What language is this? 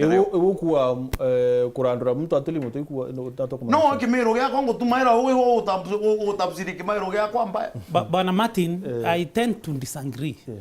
Meru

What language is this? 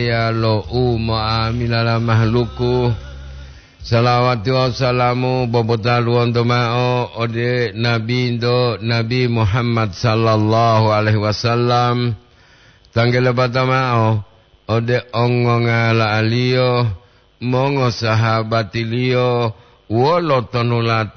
Gorontalo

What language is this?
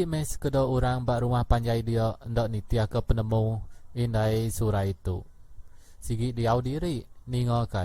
Iban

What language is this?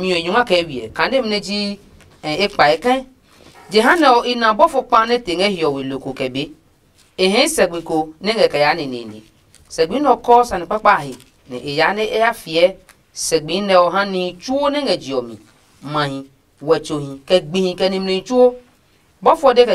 Adangme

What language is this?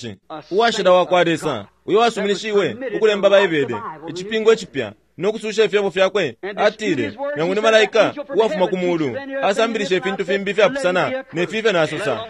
Bemba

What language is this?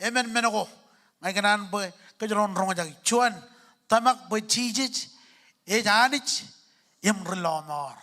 Marshallese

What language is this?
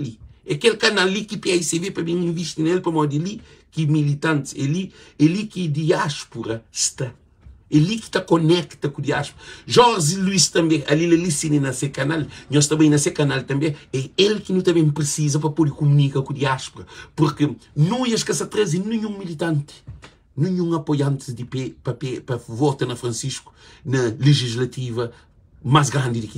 Kabuverdianu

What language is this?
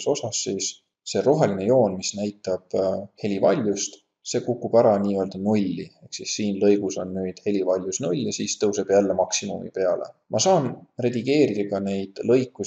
Estonian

